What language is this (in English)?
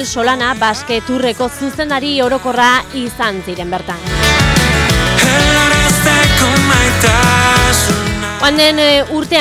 Basque